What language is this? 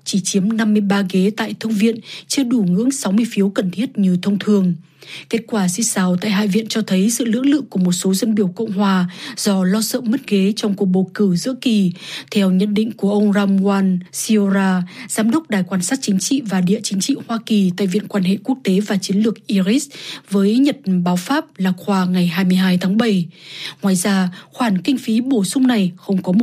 Vietnamese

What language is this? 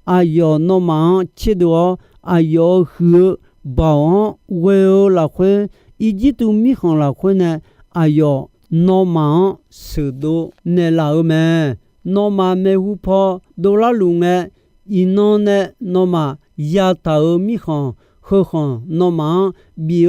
Akha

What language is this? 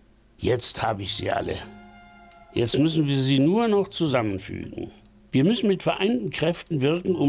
Bavarian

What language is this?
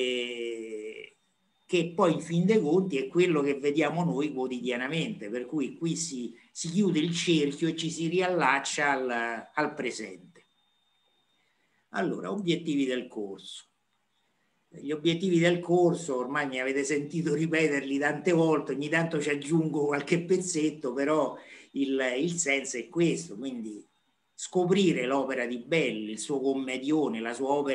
Italian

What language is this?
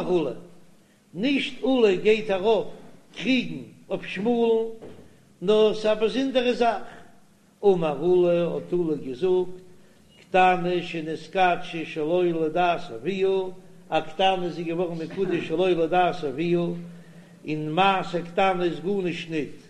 Yiddish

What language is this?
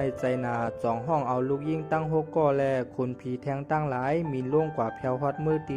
Shan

